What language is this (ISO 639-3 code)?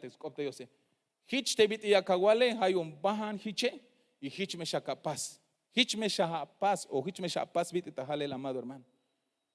tzh